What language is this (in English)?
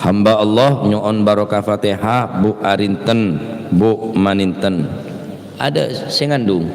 Madurese